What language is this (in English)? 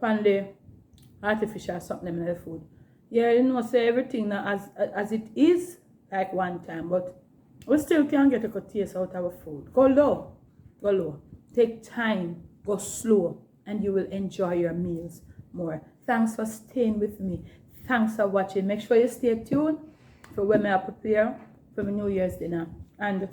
Jamaican Creole English